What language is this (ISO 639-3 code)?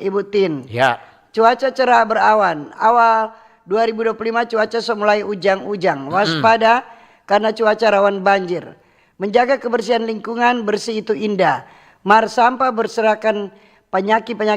xmm